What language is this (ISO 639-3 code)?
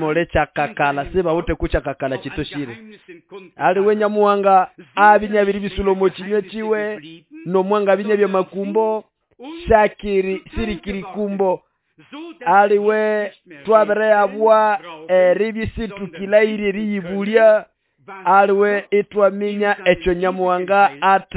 nnb